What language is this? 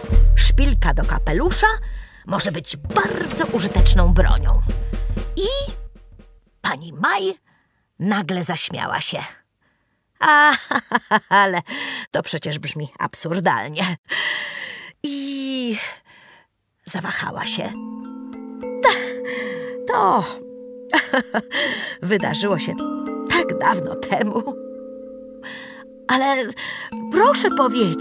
Polish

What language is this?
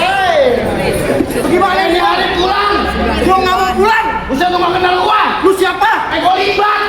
Betawi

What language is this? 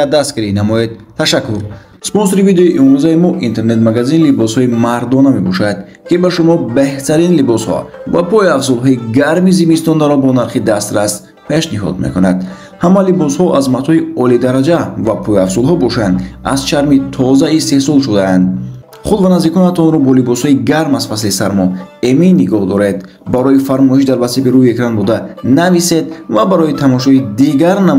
Tajik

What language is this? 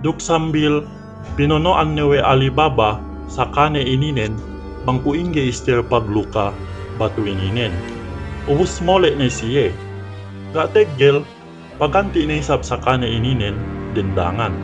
Yakan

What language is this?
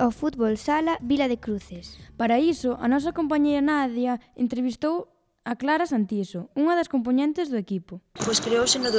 Galician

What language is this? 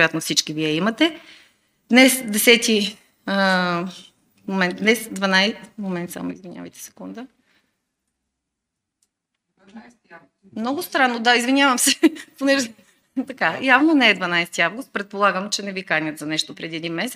Bulgarian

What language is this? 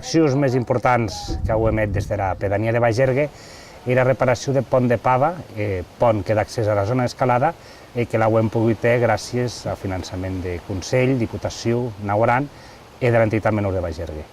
Occitan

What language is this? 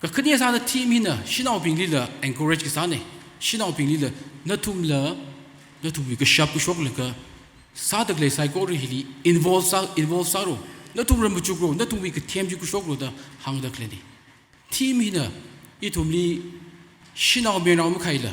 Tangkhul Naga (India)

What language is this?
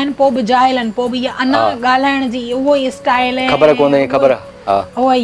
Sindhi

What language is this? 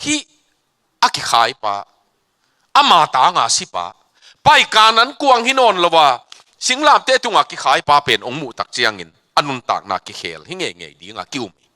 Tedim Chin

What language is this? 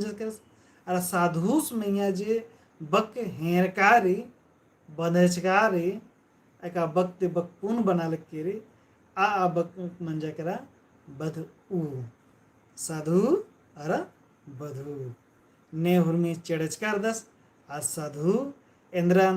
Kurukh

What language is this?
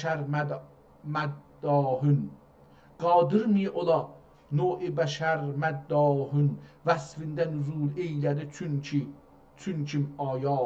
South Azerbaijani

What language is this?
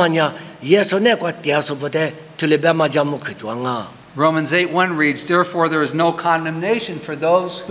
Lisu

